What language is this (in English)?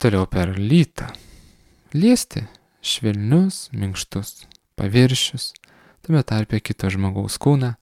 Lithuanian